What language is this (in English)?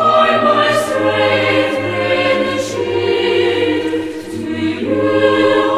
South Bolivian Quechua